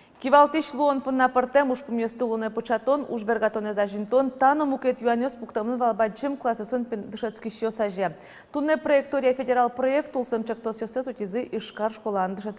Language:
Udmurt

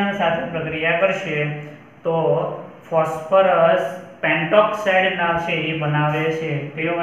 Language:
Gujarati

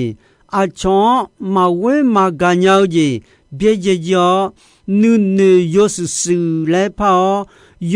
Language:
Akha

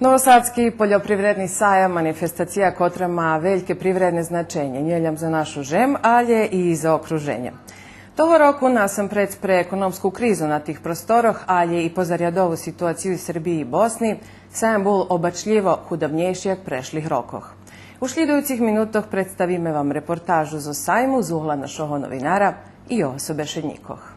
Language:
Rusyn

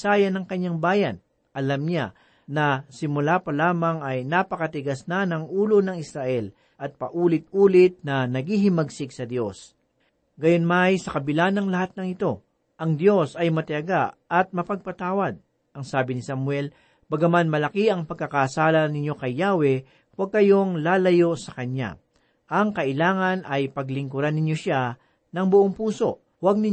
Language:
Filipino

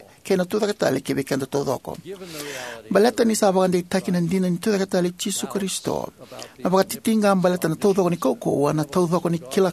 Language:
Fijian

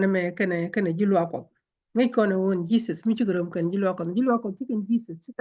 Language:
Nuer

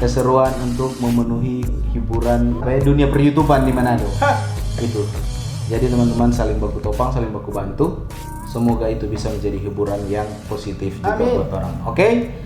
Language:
Manado Malay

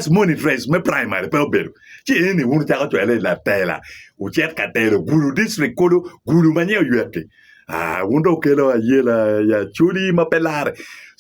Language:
Acoli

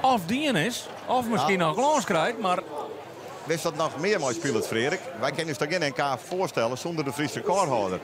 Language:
Western Frisian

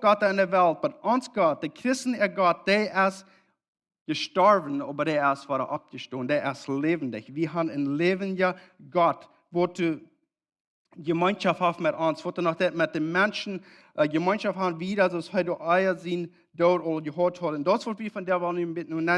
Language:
Plautdietsch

